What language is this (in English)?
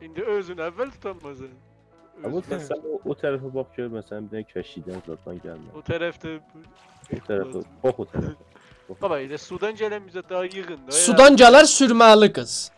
South Azerbaijani